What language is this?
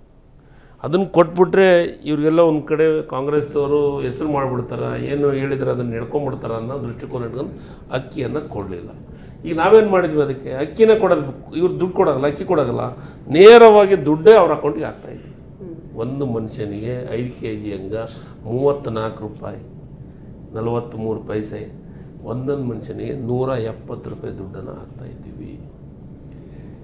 Kannada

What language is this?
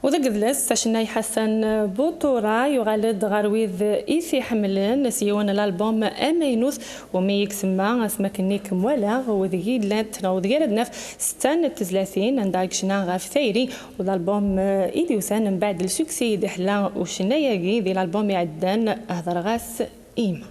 Kabyle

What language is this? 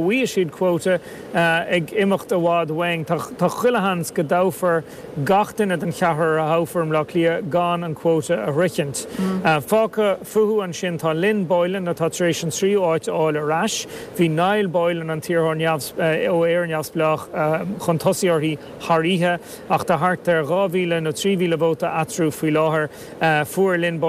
Irish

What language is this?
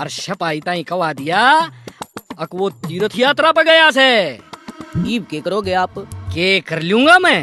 Haryanvi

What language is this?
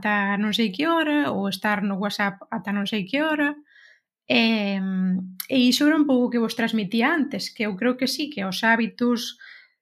Galician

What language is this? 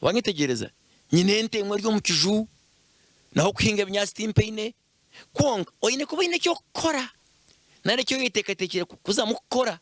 Nyankole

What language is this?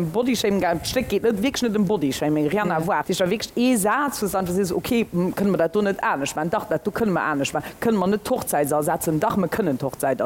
Luxembourgish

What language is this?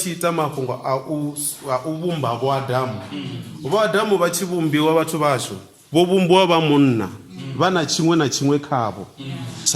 Venda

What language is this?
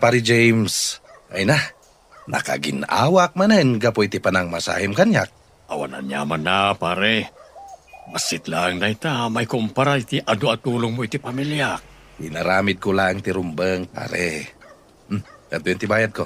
Iloko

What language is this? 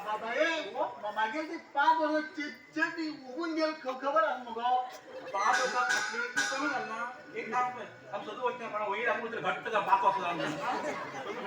Konkani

